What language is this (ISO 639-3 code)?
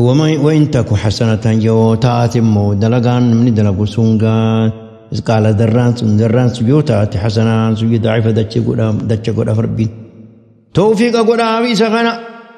orm